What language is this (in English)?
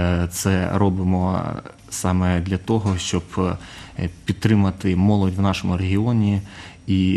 Ukrainian